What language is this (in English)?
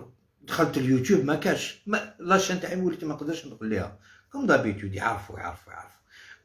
Algerian Arabic